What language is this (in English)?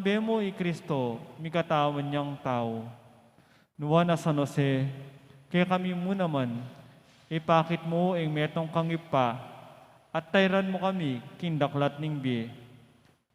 Pampanga